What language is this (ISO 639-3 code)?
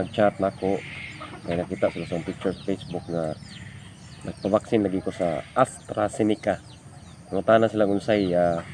ceb